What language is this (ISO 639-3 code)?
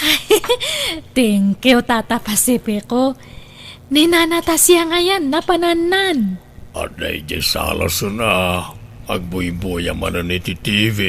ilo